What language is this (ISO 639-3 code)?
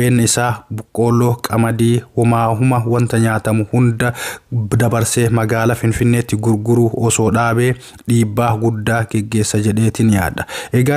orm